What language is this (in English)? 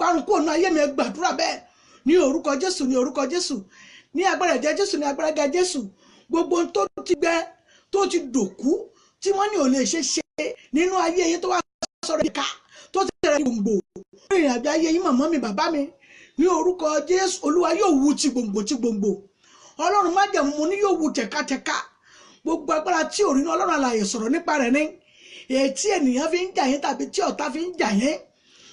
Yoruba